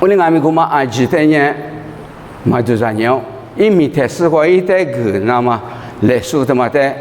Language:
Lisu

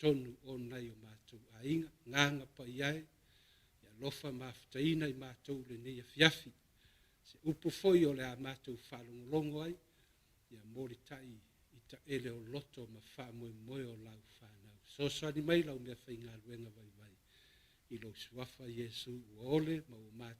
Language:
Samoan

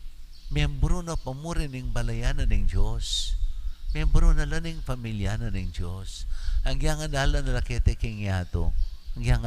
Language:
Pampanga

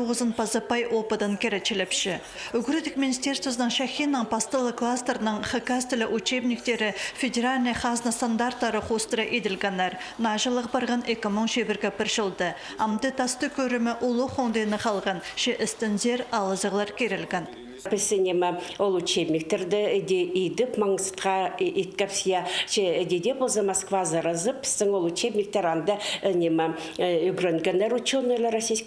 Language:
Khakas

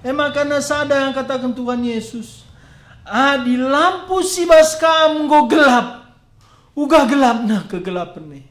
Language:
Batak Karo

